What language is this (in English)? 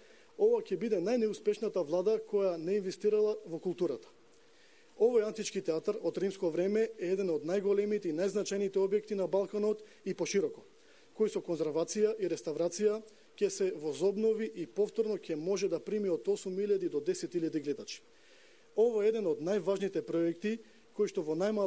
Macedonian